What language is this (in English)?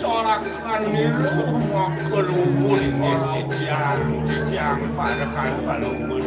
Balinese